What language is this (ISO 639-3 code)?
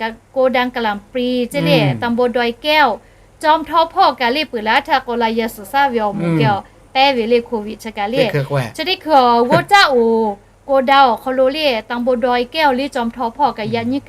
lhu